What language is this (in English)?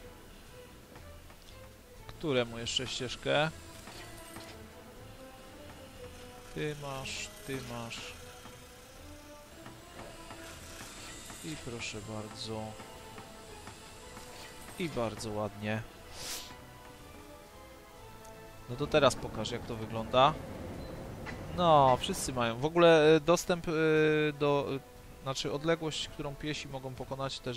Polish